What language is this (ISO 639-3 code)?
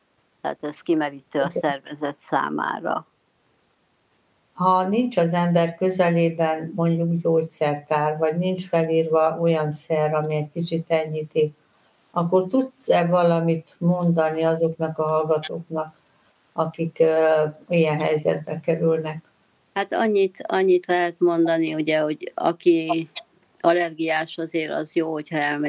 hun